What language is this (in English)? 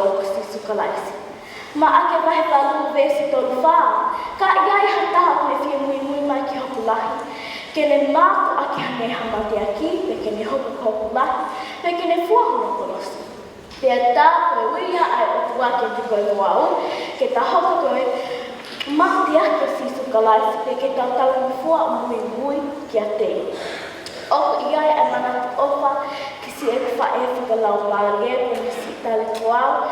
Tongan